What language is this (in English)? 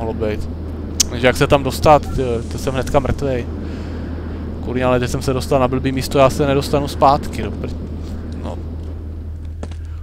Czech